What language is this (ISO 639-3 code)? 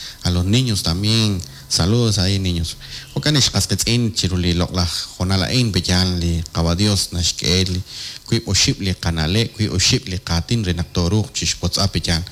kek